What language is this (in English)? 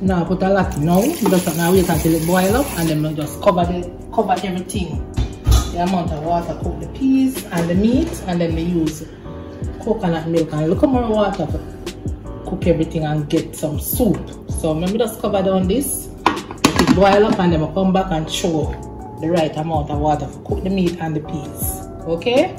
Jamaican Creole English